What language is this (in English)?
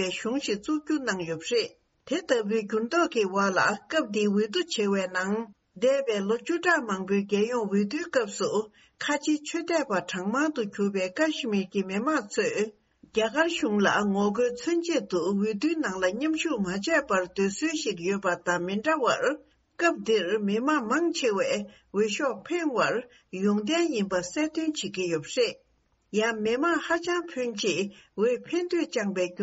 Tibetan